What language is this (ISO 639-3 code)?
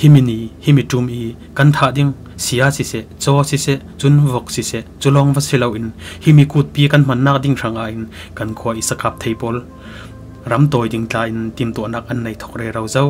cfm